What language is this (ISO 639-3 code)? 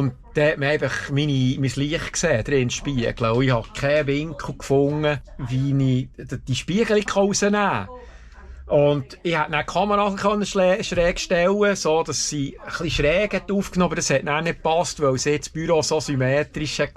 gsw